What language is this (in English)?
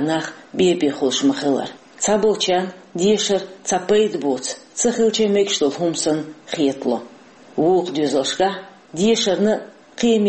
Chechen